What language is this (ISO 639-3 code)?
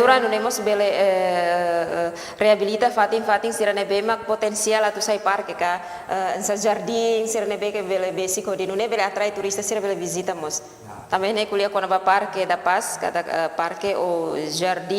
tet